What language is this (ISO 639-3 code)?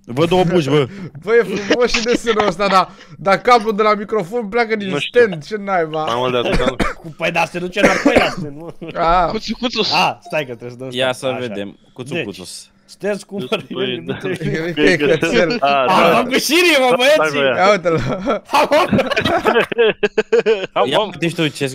ron